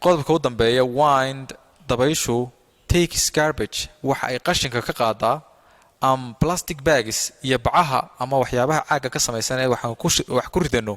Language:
Somali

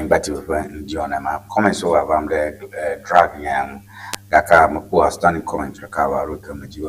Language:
Ewe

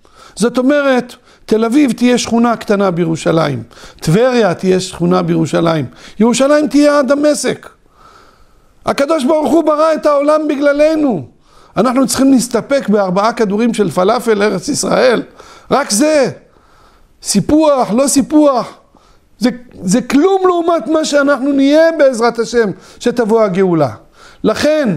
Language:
Hebrew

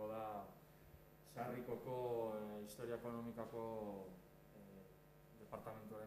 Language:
Basque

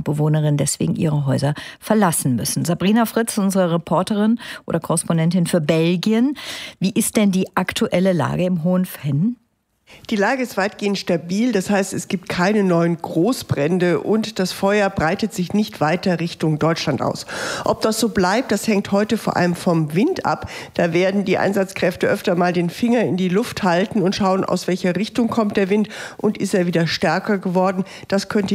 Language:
German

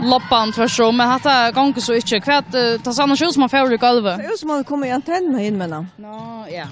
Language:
Faroese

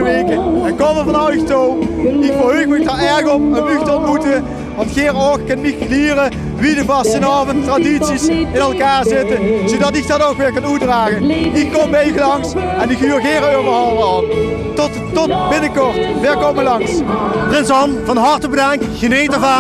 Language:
Limburgish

